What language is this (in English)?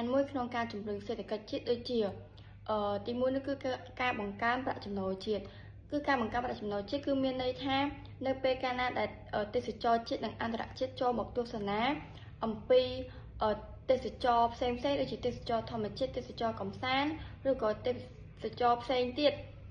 Khmer